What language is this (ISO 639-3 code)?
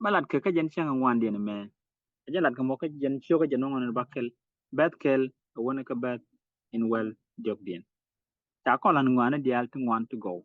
nus